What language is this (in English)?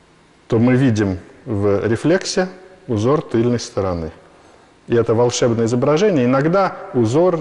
Russian